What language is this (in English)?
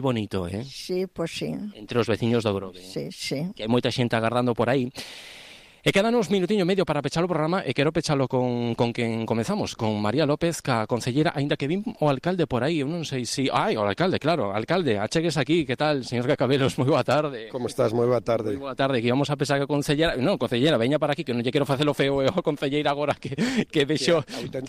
Galician